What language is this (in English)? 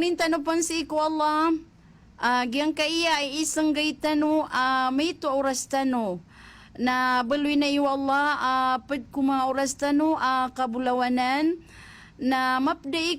Maranao